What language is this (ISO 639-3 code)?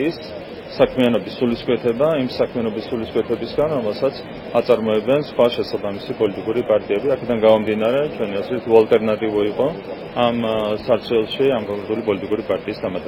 kat